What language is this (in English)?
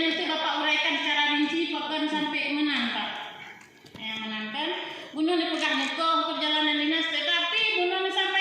Achinese